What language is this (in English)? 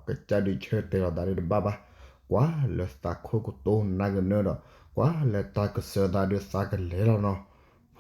S'gaw Karen